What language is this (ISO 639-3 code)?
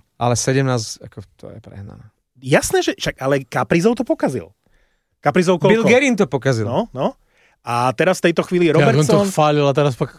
slk